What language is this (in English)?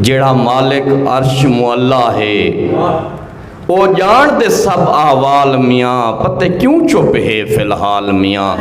Saraiki